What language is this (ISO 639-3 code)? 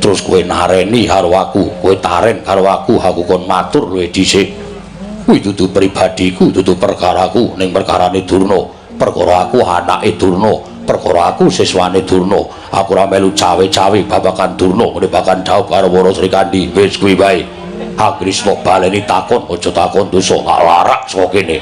jav